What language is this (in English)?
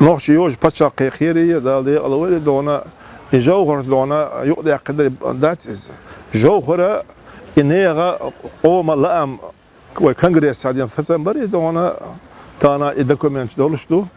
Chechen